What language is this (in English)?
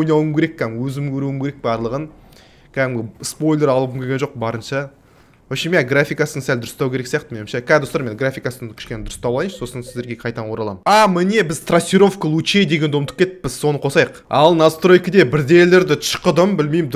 Kazakh